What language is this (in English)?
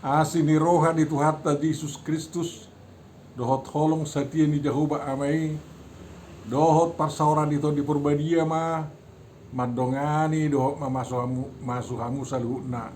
Batak Toba